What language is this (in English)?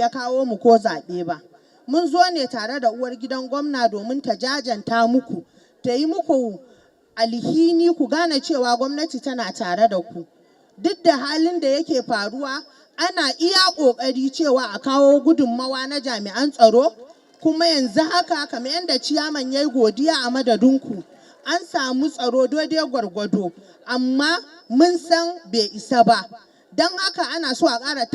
Hausa